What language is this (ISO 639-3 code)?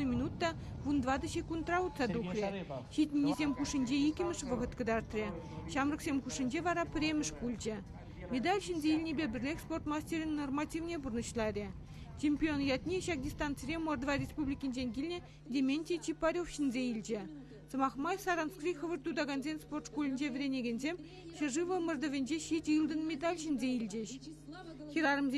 chv